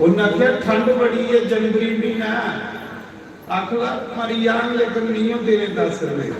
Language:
Dogri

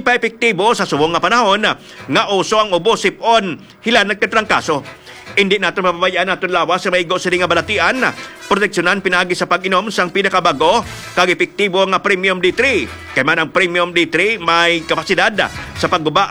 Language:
Hiligaynon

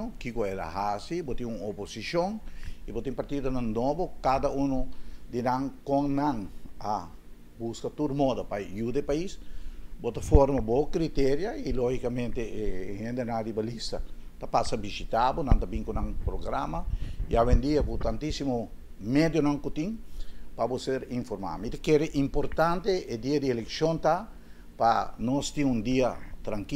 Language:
Papiamento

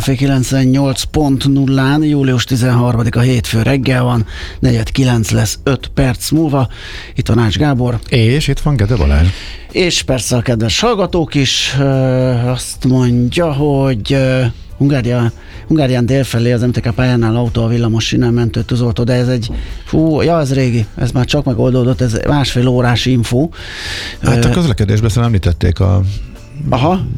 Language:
Hungarian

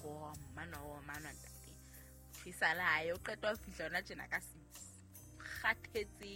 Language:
Southern Sotho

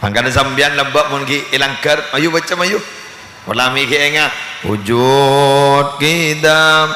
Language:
Madurese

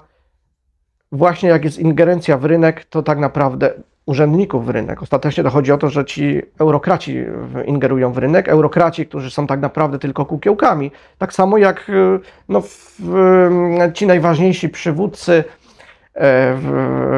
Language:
Polish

